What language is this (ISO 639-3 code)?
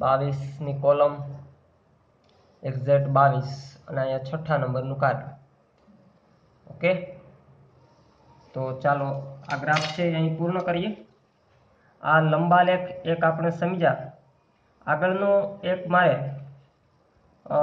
guj